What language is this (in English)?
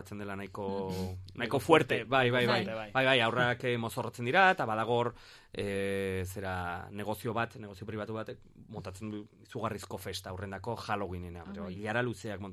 Basque